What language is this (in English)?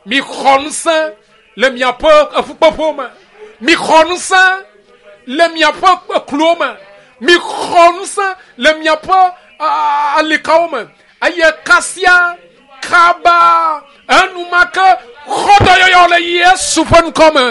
Ewe